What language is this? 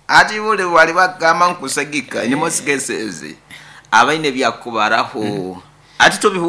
Nyoro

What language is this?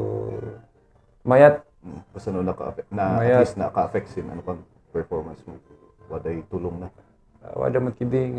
Kankanaey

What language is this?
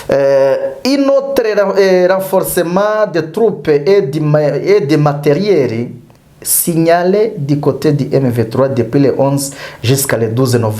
Kinyarwanda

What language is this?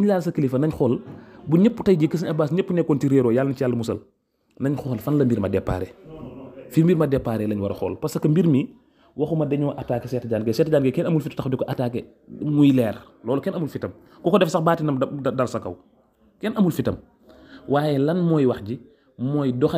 Wolof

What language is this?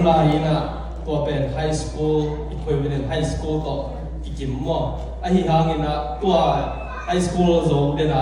Tedim Chin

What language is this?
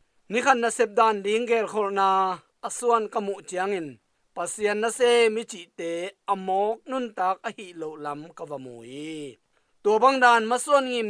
Tedim Chin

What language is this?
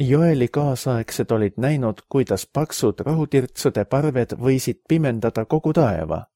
Estonian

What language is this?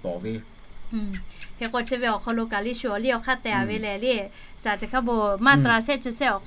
Lahu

